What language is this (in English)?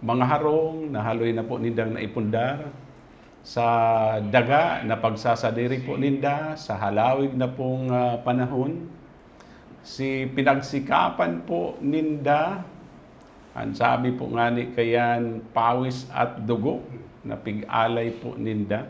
Bikol